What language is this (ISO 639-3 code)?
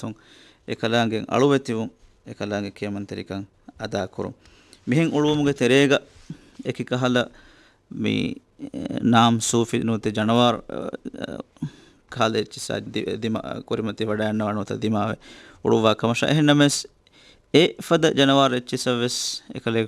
div